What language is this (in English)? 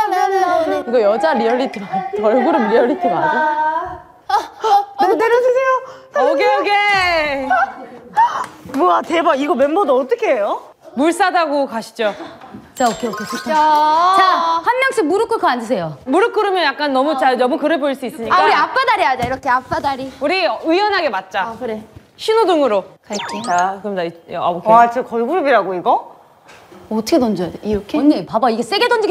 Korean